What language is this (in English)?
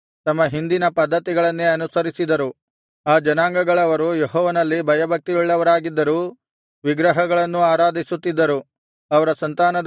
Kannada